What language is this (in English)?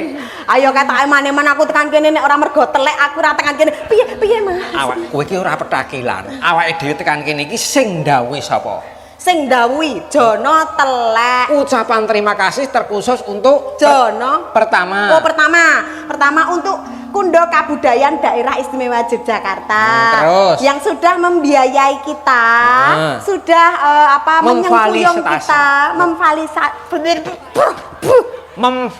Javanese